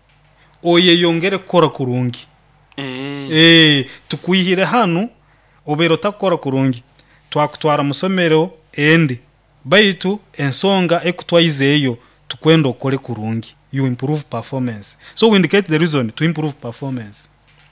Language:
Nyoro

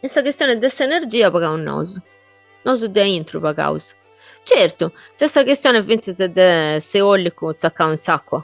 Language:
Sardinian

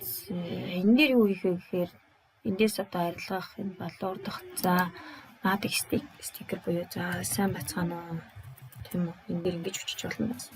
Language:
Mongolian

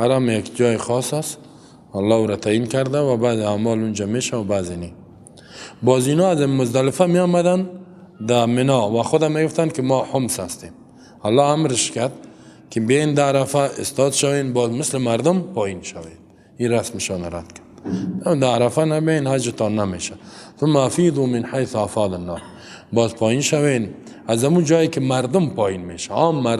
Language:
Persian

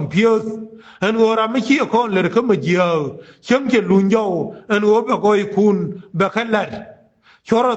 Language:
Nuer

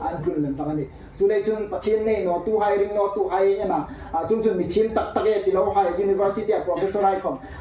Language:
Hmar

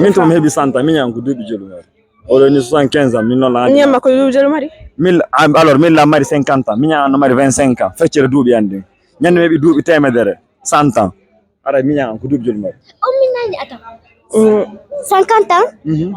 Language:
Fula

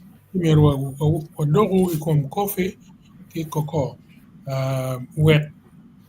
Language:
Acoli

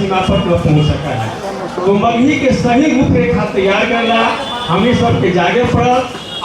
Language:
Magahi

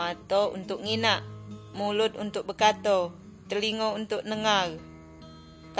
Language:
Minangkabau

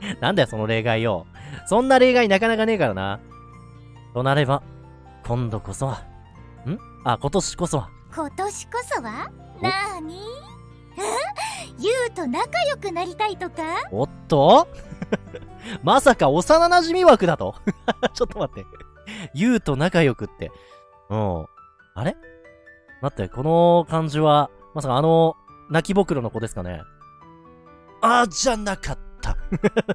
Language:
Japanese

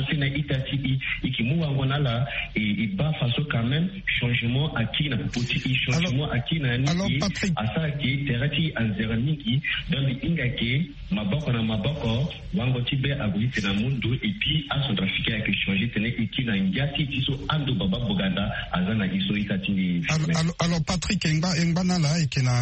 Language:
Sango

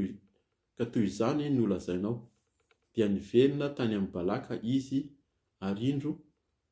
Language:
Malagasy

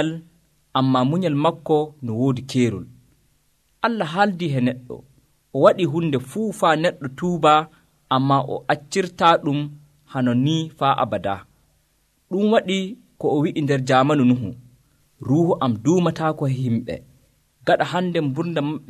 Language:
Nigerian Fulfulde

